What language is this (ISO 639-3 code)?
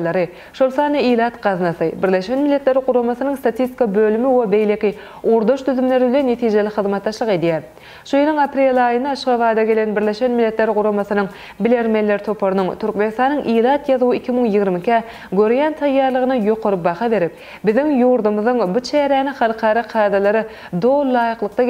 tuk